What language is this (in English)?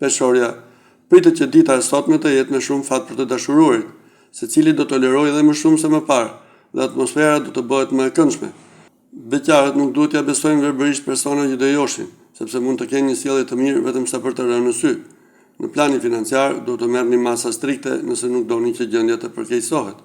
Albanian